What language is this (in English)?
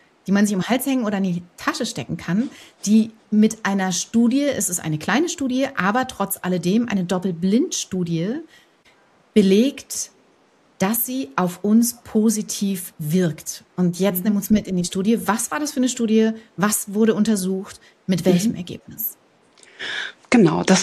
German